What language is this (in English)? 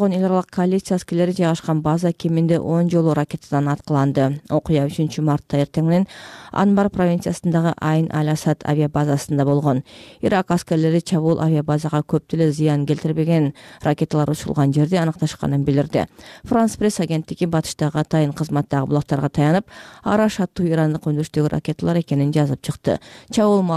Kyrgyz